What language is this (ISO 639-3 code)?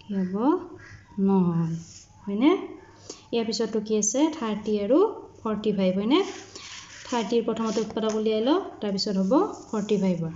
asm